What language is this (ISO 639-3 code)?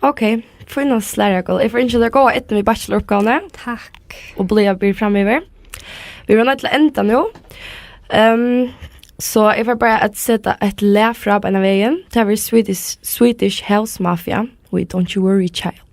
fao